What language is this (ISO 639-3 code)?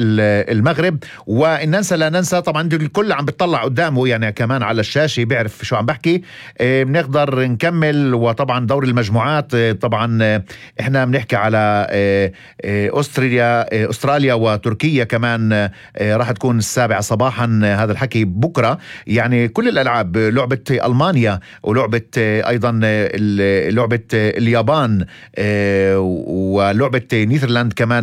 apc